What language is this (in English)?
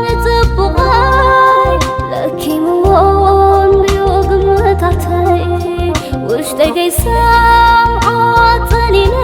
Tigrinya